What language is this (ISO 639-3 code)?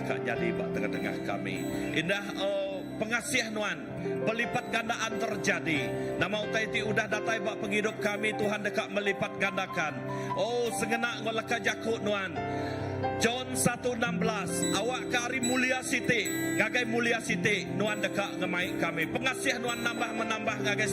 iba